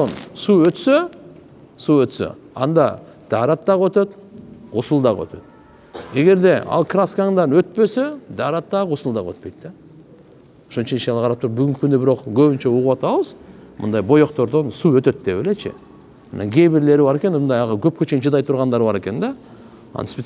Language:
Kyrgyz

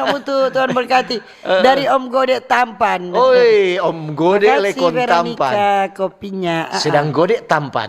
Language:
Manado Malay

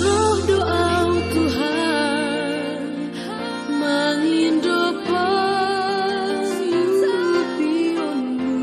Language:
Batak Simalungun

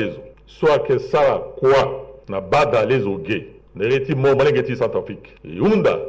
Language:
Sango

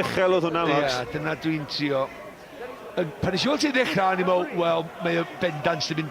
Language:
Welsh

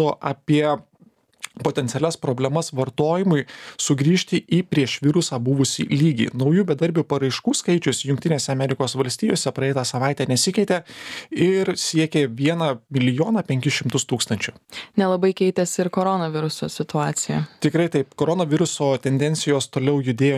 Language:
Lithuanian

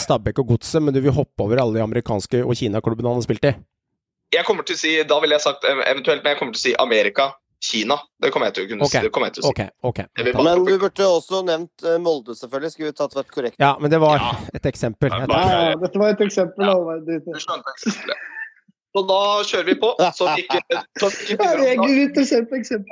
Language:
Norwegian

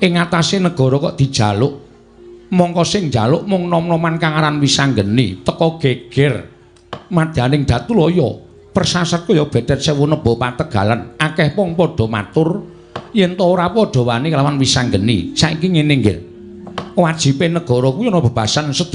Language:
Javanese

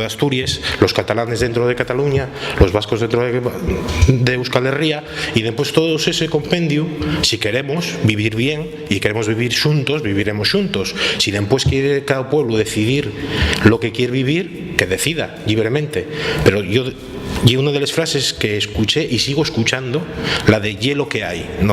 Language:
Asturian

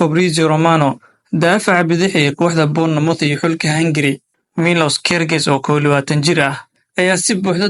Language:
Somali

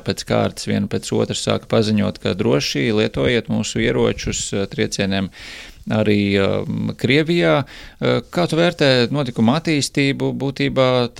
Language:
Latvian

